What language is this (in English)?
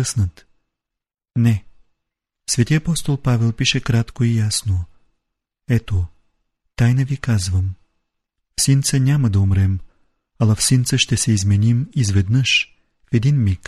Bulgarian